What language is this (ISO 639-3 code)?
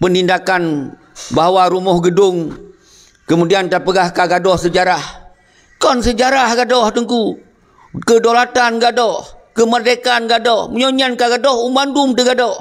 ace